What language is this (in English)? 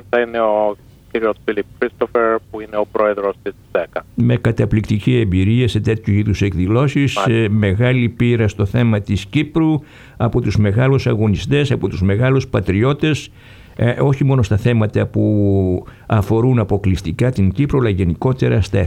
Greek